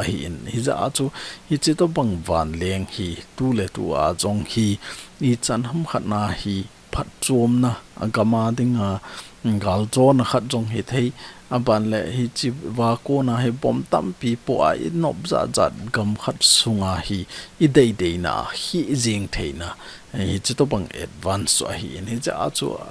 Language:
Thado Chin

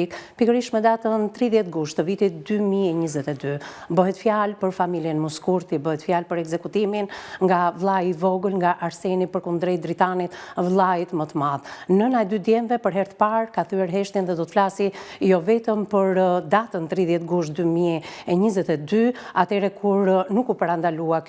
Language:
Albanian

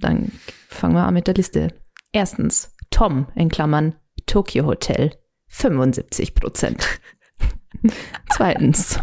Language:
Bavarian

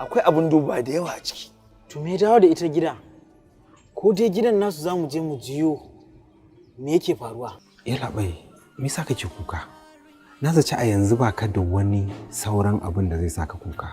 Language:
Hausa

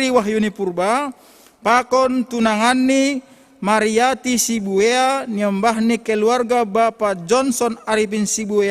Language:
Batak Simalungun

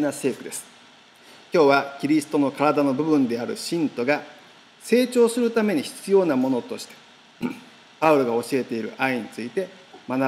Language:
Japanese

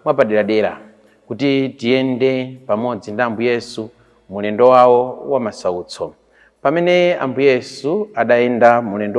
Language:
Nyanja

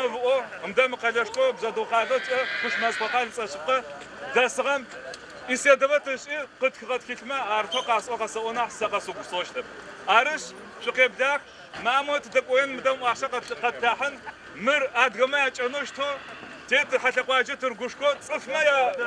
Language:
Adyghe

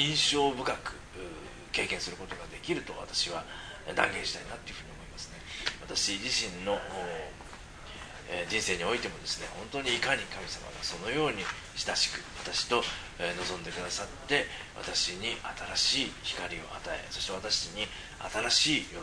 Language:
Japanese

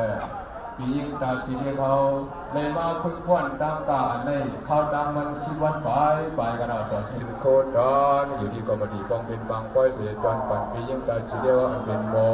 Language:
Shan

